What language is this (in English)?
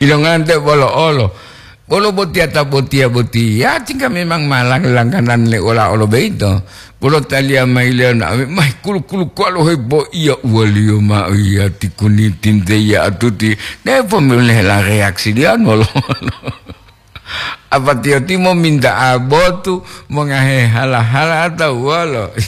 Gorontalo